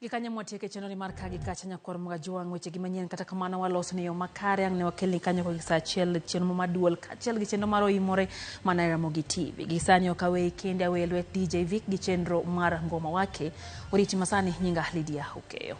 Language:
Luo (Kenya and Tanzania)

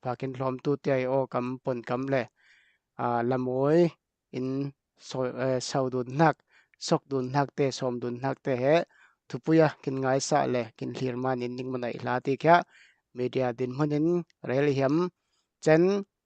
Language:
Falam Chin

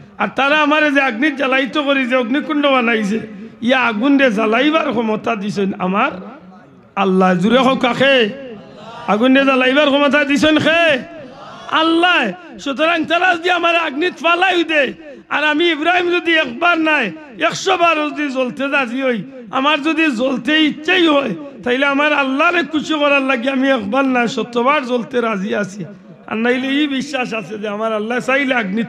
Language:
Sylheti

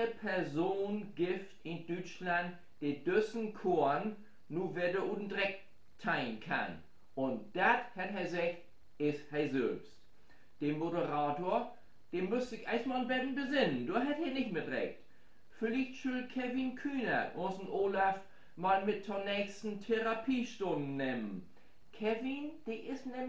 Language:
Low German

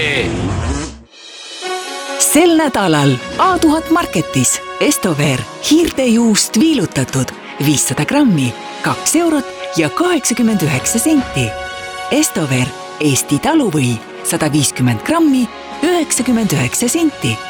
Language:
Estonian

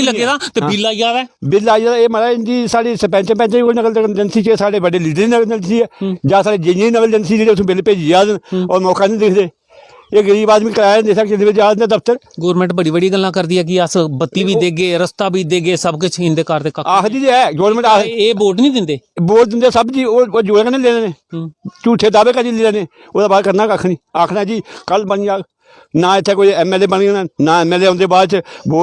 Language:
Dogri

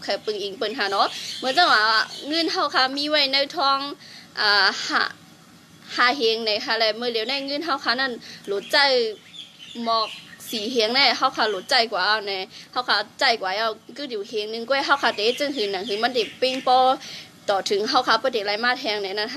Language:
Shan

